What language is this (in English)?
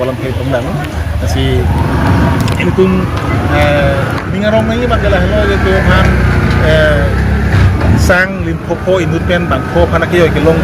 Karbi